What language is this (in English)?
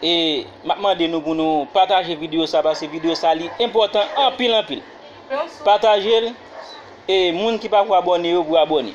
Haitian Creole